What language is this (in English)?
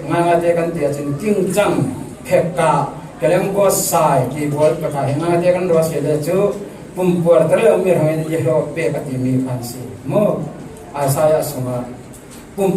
Falam Chin